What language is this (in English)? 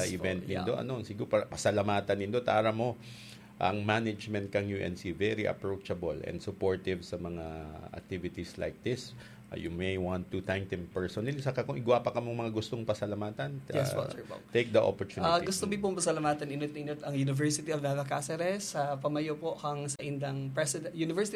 Bikol